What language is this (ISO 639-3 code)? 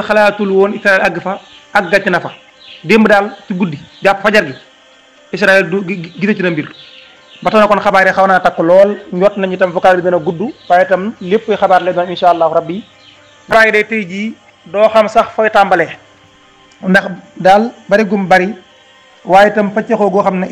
wol